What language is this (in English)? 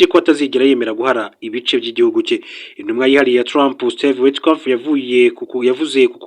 Kinyarwanda